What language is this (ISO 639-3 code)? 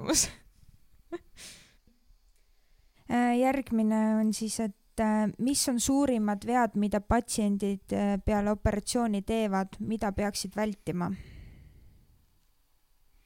est